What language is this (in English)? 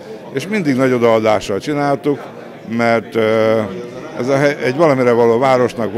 Hungarian